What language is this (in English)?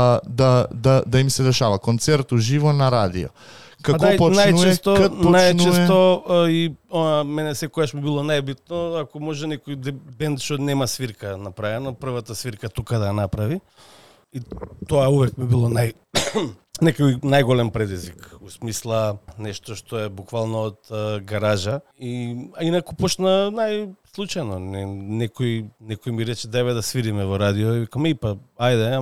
Macedonian